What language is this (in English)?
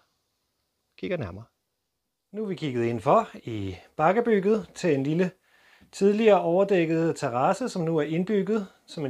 Danish